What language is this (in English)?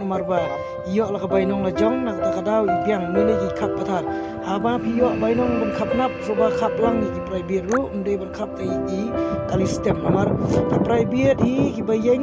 Khasi